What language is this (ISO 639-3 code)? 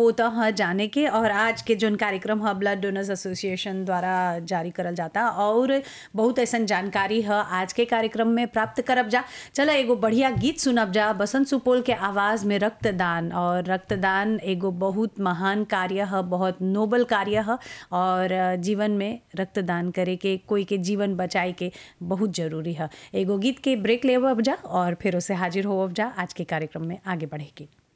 bho